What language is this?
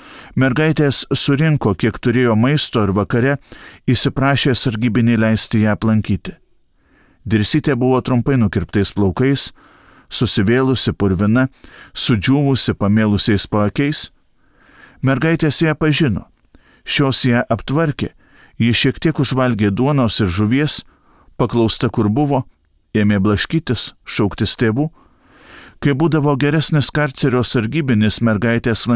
Lithuanian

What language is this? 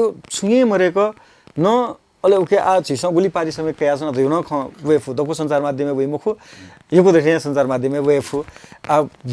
Newari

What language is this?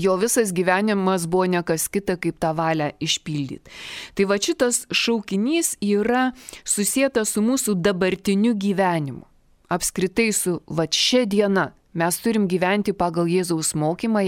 Lithuanian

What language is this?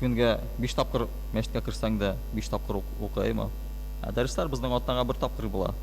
Tatar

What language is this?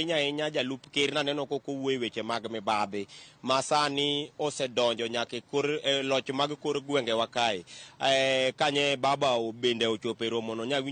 Luo (Kenya and Tanzania)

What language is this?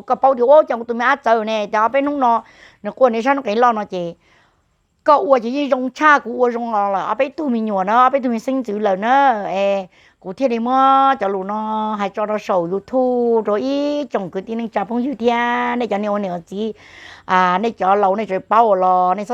Hmong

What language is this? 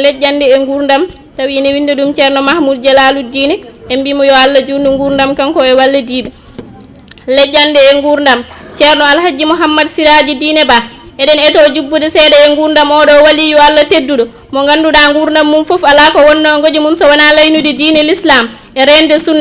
Fula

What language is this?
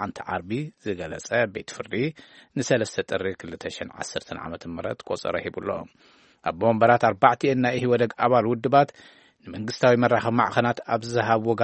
Tigrinya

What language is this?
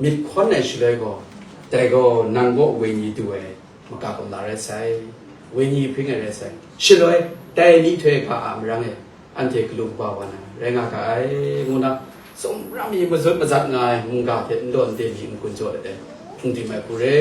Kachin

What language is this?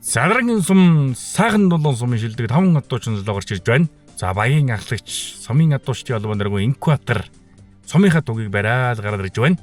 Mongolian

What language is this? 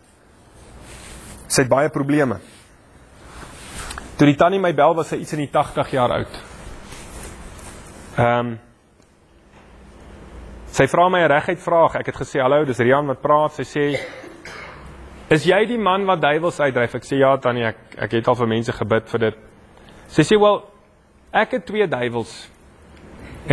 Afrikaans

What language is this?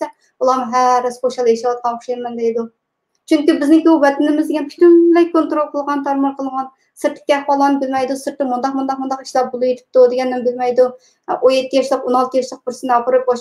Uyghur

